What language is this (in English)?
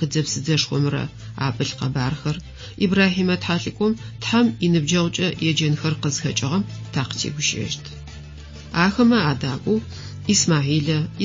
Adyghe